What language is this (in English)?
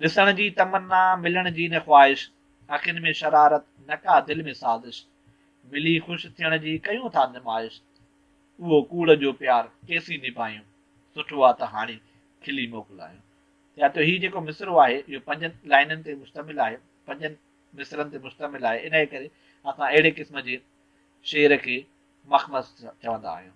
Sindhi